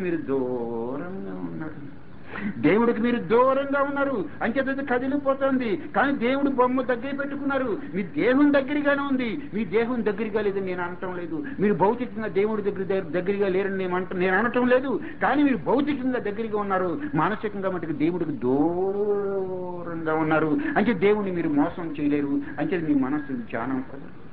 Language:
Telugu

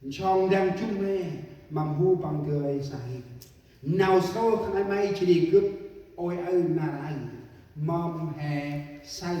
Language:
Central Mnong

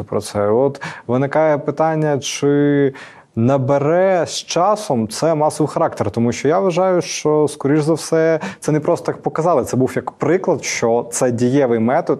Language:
Ukrainian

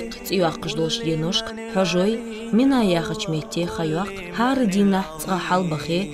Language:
Ingush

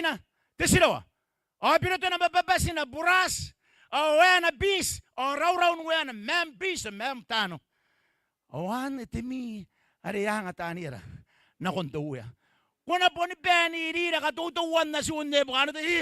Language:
Gilbertese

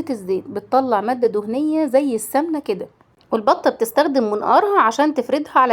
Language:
Egyptian Arabic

